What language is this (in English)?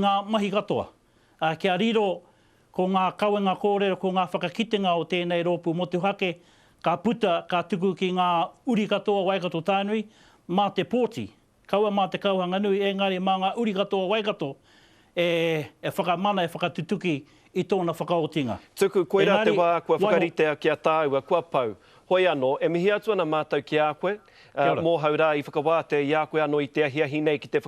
Māori